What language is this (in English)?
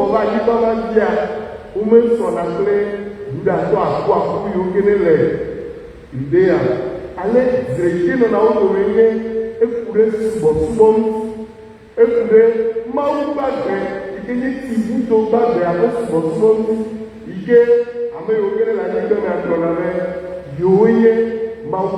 Ewe